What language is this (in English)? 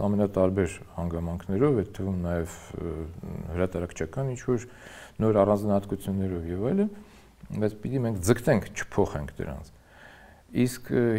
Armenian